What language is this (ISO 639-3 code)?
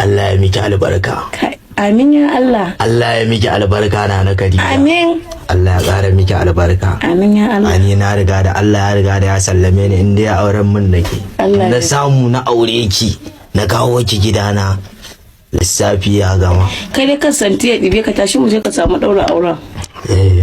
hau